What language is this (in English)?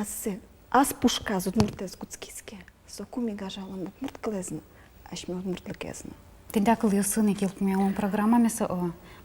Udmurt